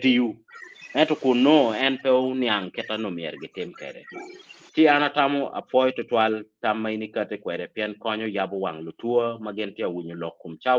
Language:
Acoli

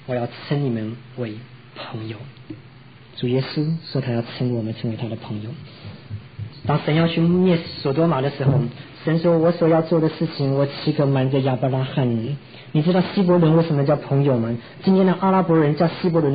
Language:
Chinese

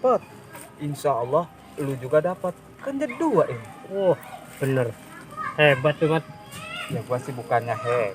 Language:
Betawi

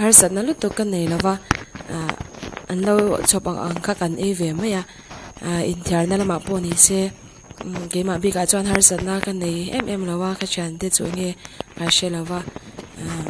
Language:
Mizo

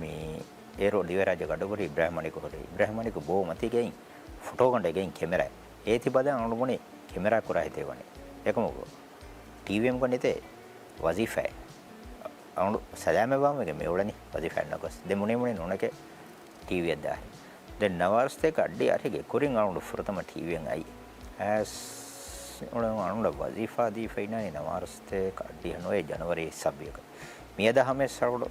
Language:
Divehi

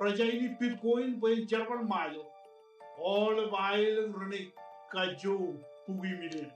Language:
Marshallese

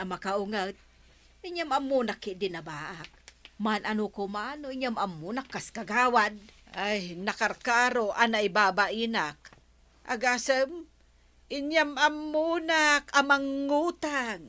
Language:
Iloko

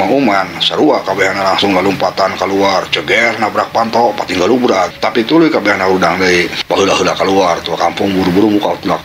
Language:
Sundanese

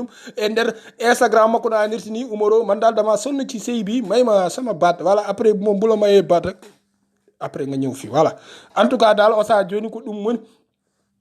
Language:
Fula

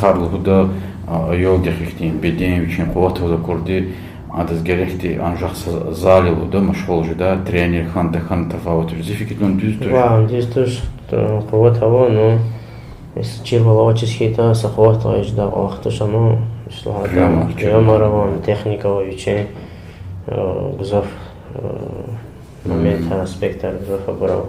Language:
Lezghian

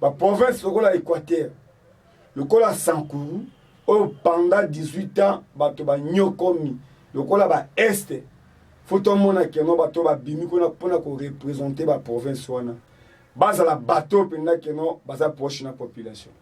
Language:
Lingala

